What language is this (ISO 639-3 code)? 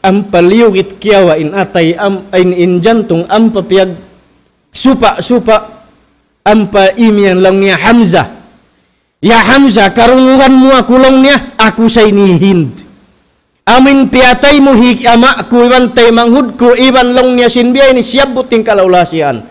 tsg